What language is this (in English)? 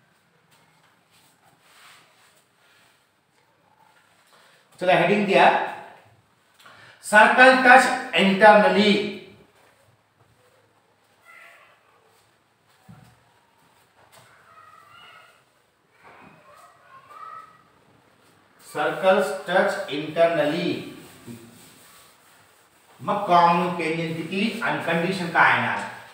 Marathi